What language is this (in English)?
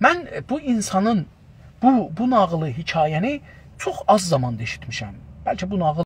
South Azerbaijani